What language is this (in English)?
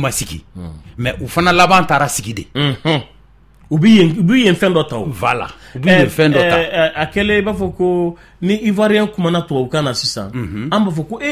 Bambara